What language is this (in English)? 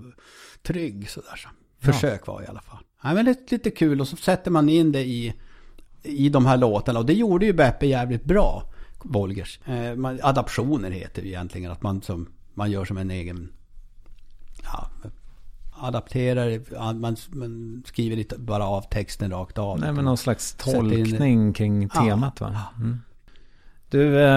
Swedish